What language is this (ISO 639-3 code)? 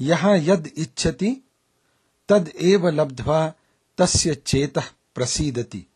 san